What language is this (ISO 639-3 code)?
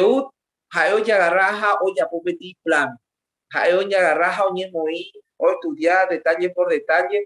grn